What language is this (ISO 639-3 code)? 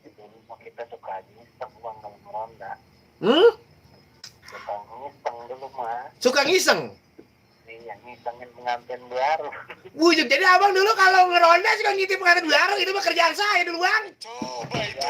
bew